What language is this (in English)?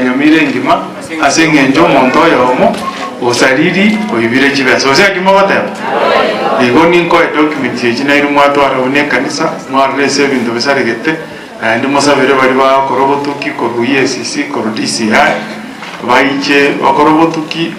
Gusii